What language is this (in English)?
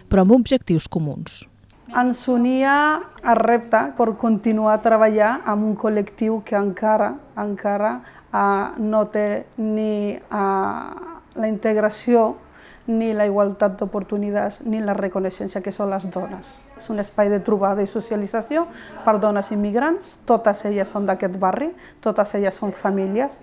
Catalan